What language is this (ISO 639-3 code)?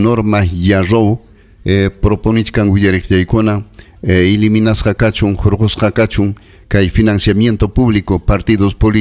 quy